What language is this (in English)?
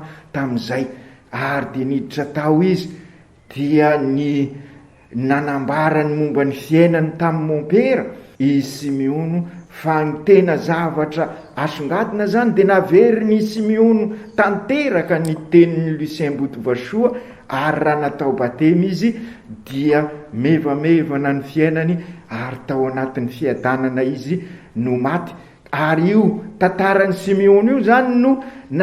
Malagasy